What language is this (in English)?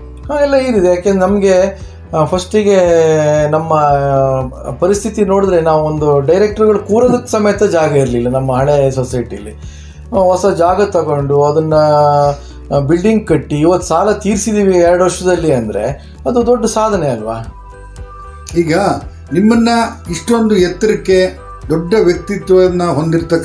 Kannada